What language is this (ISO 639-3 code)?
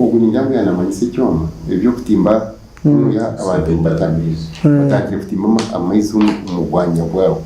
nyn